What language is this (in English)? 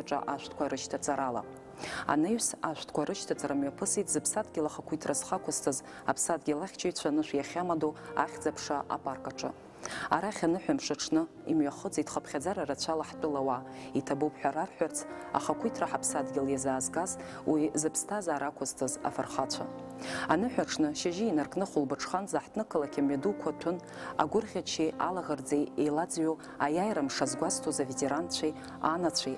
Abkhazian